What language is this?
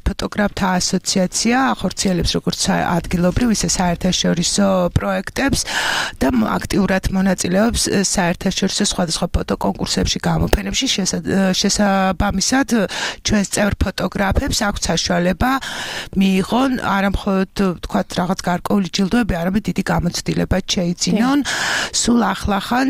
Georgian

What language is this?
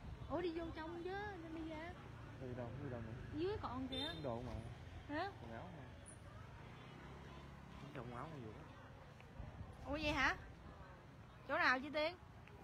Vietnamese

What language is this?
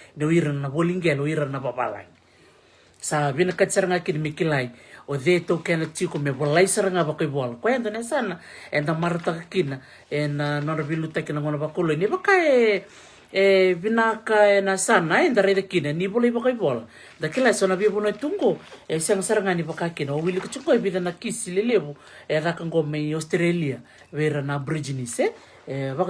Fijian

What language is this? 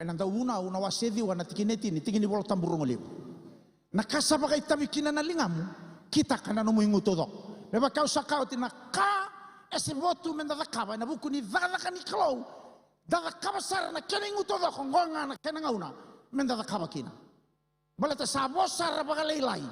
Fijian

